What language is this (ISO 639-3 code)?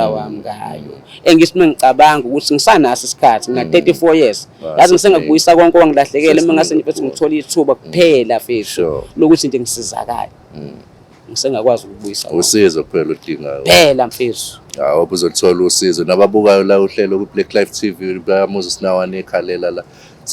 zul